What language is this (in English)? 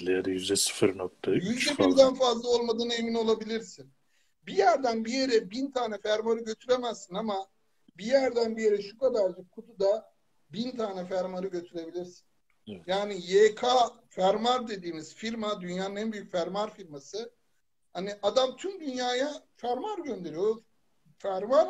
Turkish